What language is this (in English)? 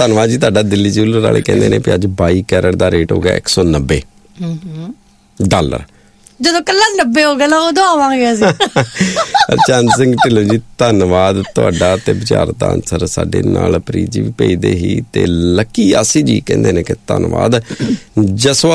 Punjabi